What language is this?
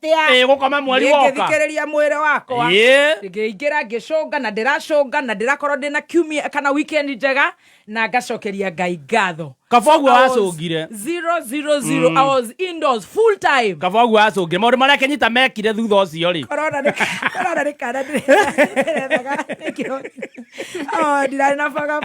Kikuyu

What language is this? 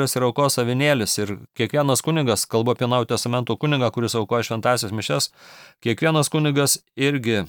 Lithuanian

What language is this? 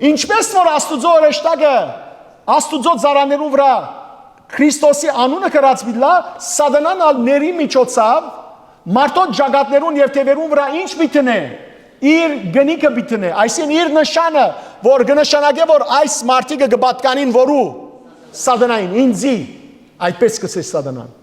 Western Armenian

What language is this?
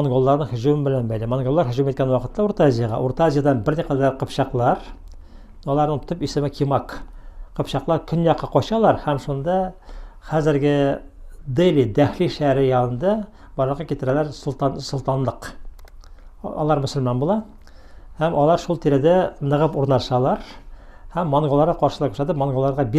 Tatar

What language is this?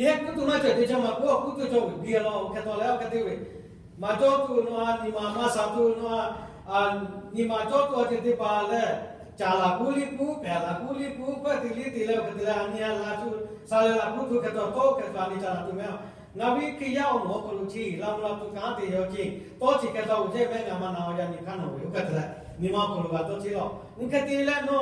Lahu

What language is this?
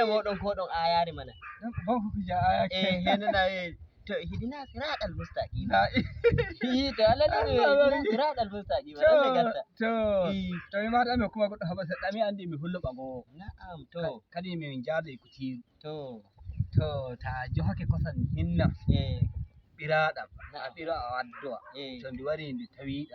Nigerian Fulfulde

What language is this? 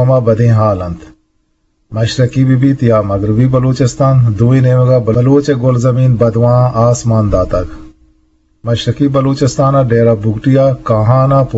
Eastern Balochi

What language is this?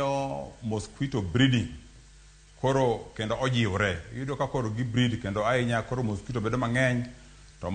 Luo (Kenya and Tanzania)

